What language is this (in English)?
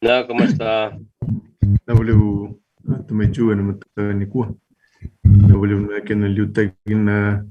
Fijian